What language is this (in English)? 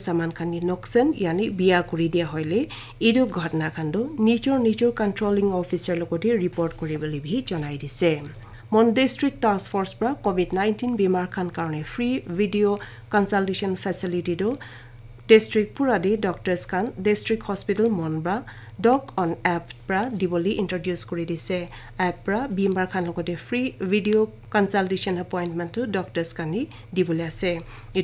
Naga Pidgin